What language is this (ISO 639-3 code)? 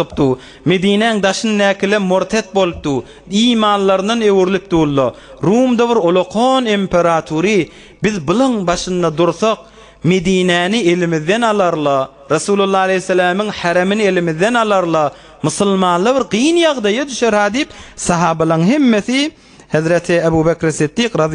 tuk